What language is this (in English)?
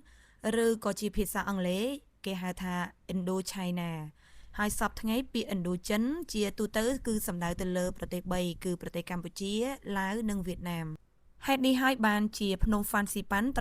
Khmer